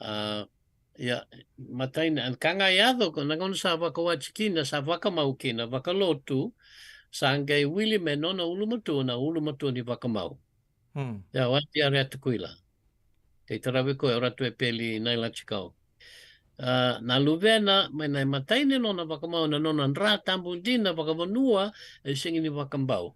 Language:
Fijian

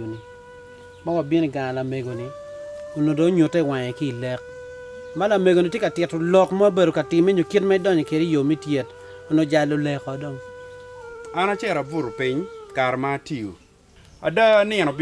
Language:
Acoli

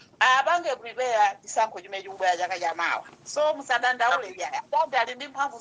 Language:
Nyanja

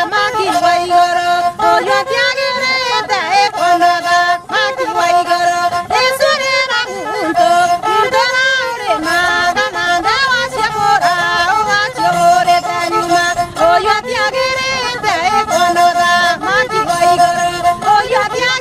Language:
Meru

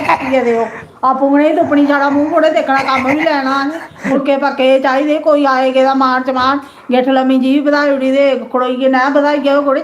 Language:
Dogri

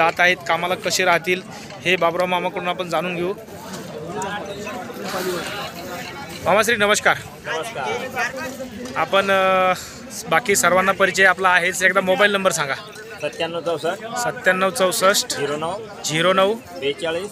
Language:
Marathi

